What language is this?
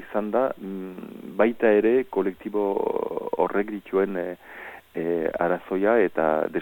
Basque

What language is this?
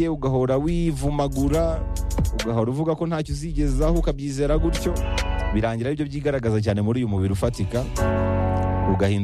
Kinyarwanda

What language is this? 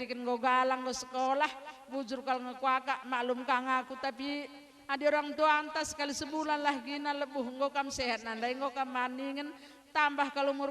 Batak Karo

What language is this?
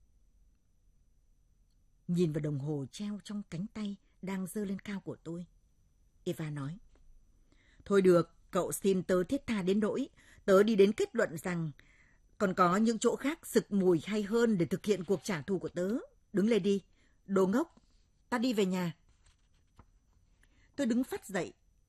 Vietnamese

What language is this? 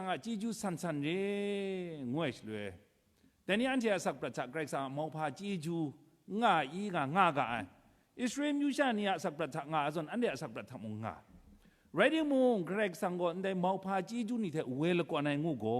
Kachin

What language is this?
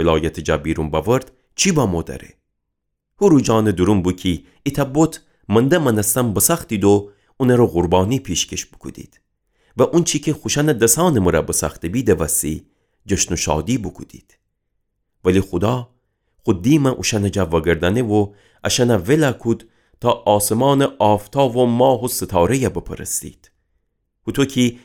Gilaki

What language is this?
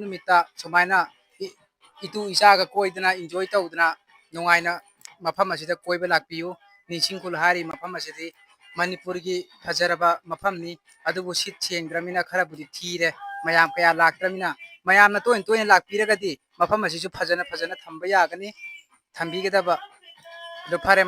Manipuri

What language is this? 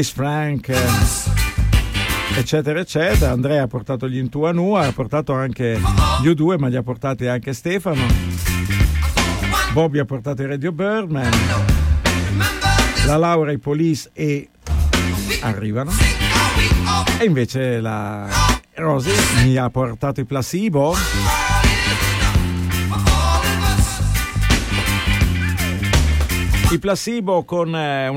Italian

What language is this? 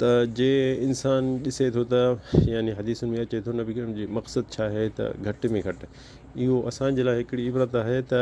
Sindhi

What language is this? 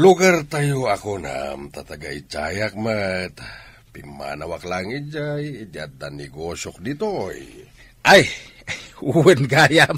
Iloko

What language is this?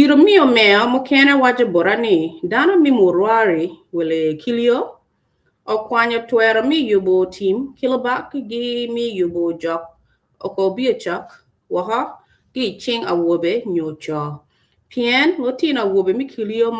Acoli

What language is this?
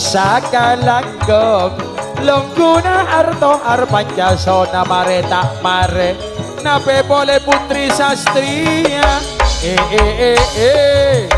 Madurese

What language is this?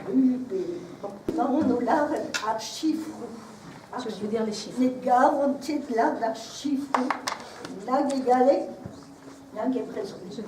Breton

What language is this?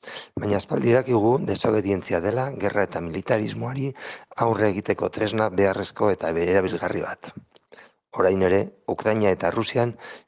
Basque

